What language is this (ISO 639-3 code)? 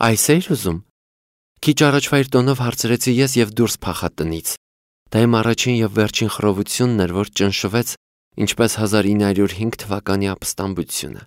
hye